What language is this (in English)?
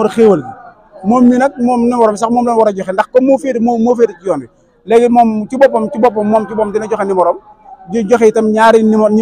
Wolof